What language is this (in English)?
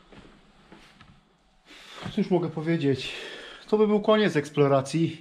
Polish